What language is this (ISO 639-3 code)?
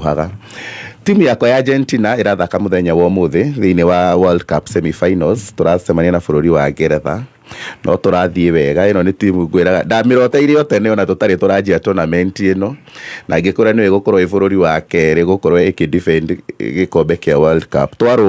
kik